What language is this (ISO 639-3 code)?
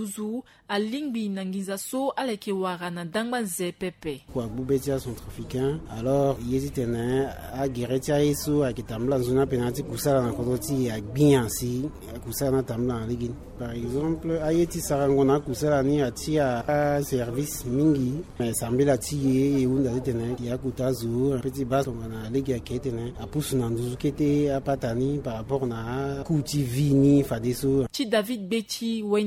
sag